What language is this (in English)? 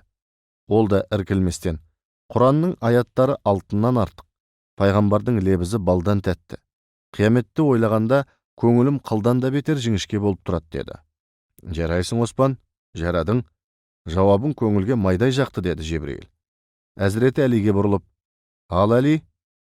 Kazakh